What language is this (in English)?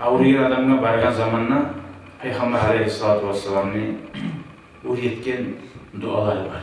Kumyk